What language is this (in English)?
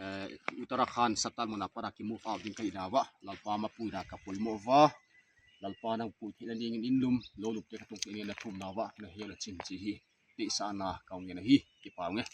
Tedim Chin